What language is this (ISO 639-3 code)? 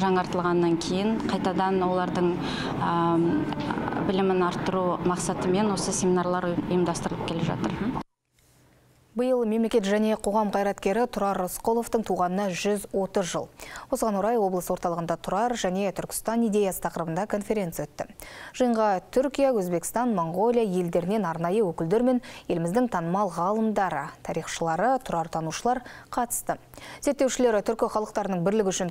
kaz